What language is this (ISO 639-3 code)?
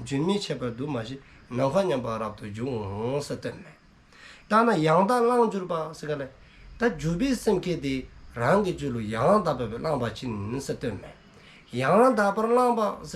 dzo